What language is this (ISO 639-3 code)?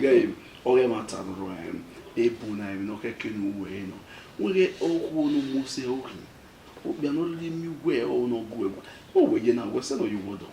bin